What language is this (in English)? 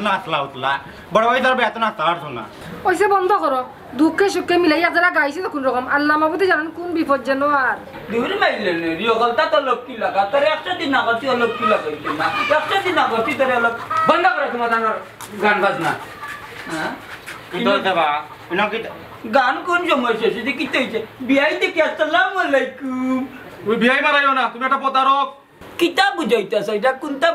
Sylheti